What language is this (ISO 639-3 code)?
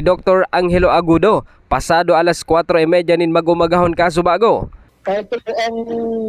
bik